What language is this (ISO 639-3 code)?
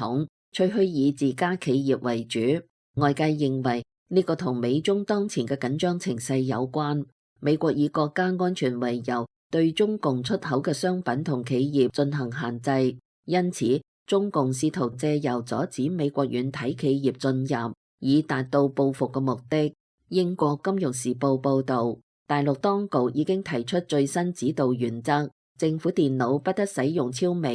yue